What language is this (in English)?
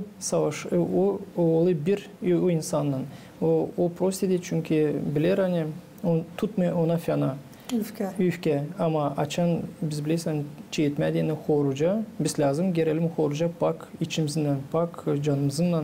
Gagauz